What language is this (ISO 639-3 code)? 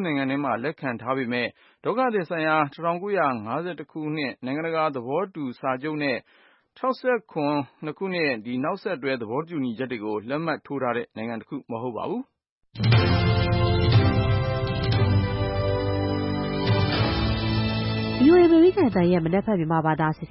mya